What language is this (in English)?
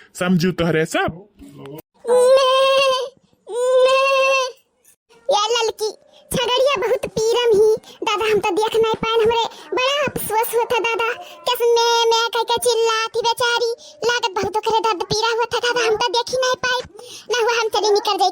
Awadhi